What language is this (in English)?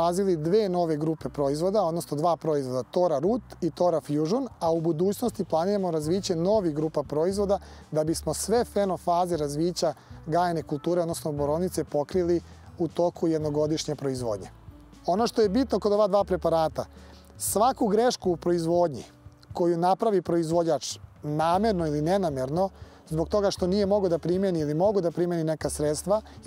Serbian